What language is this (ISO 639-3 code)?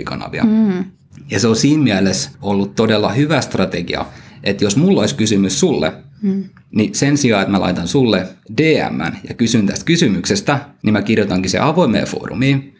fin